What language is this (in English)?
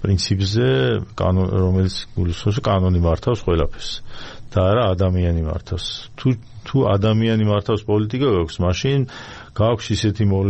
Georgian